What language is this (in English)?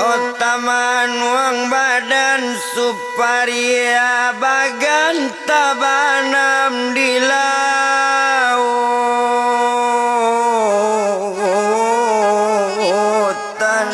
Minangkabau